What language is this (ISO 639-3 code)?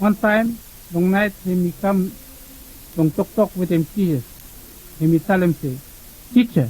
bis